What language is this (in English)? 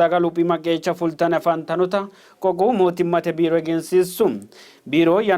Sidamo